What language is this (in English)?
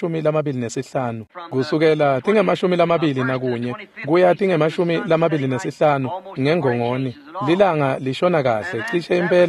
Swati